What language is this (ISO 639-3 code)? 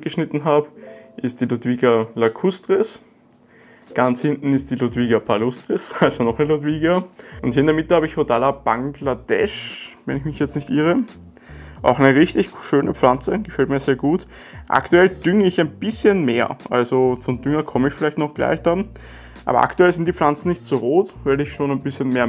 deu